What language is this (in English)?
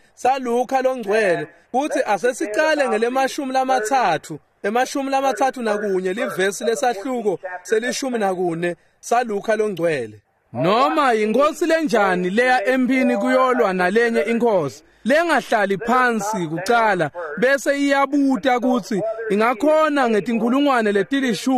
Swati